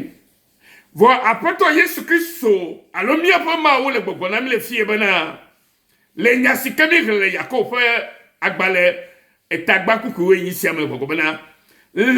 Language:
Ewe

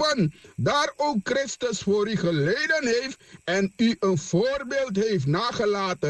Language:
Sranan Tongo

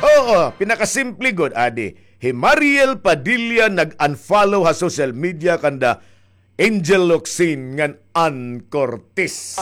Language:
Waray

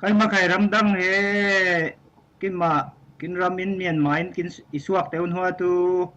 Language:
Falam Chin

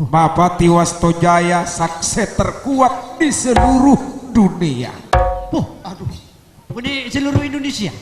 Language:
Madurese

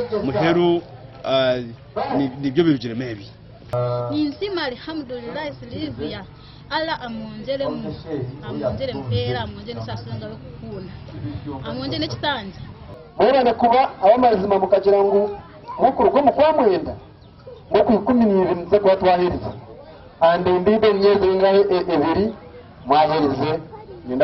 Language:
Nyankole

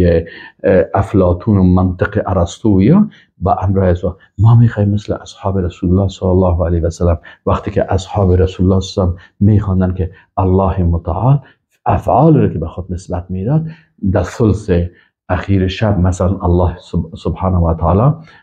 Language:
Persian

